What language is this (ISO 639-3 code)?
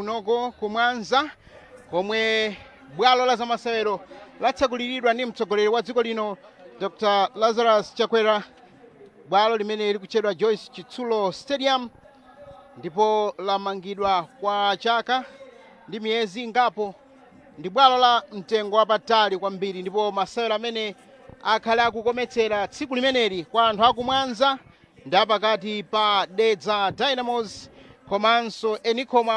nya